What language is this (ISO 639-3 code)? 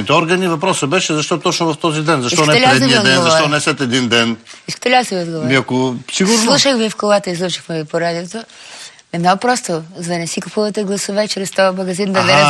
bul